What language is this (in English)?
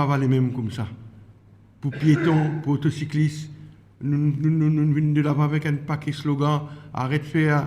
Morisyen